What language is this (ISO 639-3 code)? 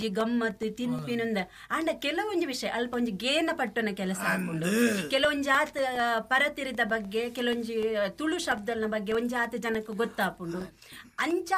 tcy